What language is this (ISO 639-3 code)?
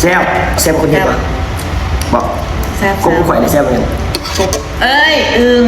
lao